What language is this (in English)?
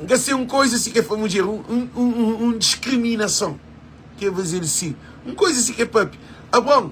Kabuverdianu